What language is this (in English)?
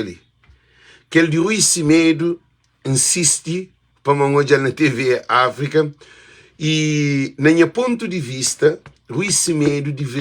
Kabuverdianu